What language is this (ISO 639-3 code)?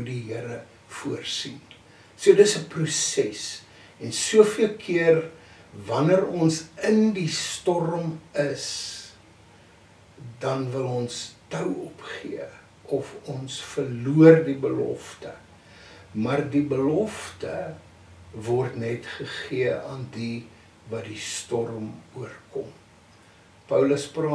afr